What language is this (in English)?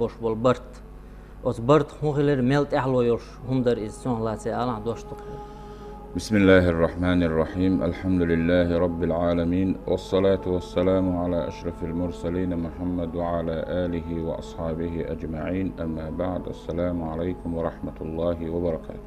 Chechen